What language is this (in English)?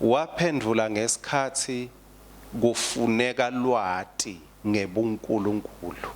Swati